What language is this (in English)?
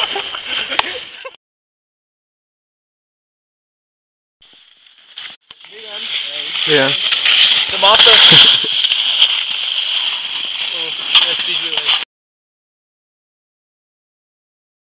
Czech